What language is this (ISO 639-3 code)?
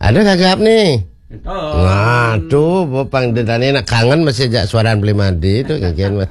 ban